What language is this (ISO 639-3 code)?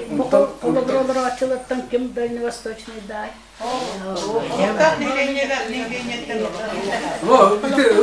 sah